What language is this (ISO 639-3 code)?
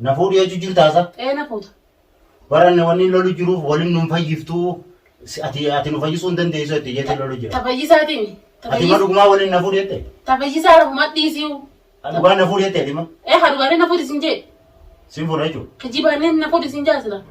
orm